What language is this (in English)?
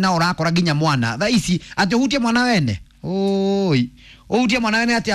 Kikuyu